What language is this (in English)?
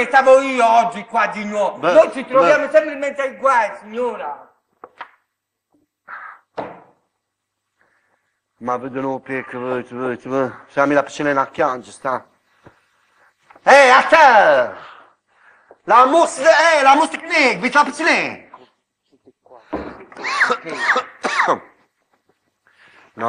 Italian